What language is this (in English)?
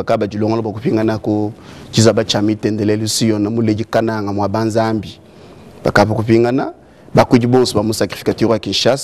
Luba-Lulua